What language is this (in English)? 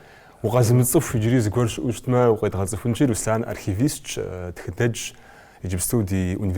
Kabardian